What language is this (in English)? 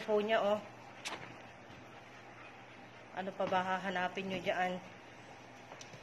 Filipino